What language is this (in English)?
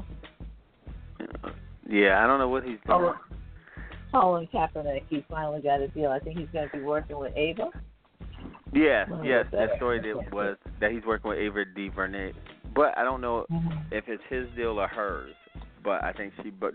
English